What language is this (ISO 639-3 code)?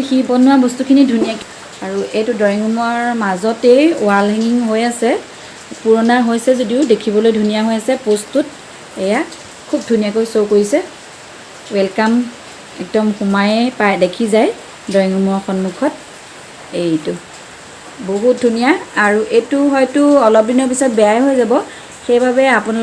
asm